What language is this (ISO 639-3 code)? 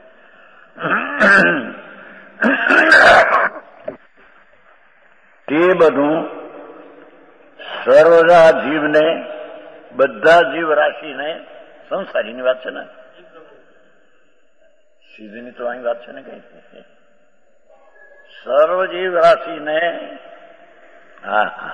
guj